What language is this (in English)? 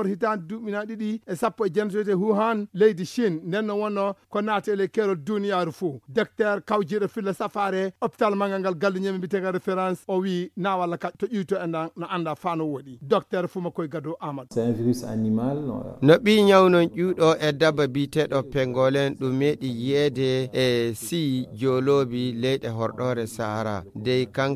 Fula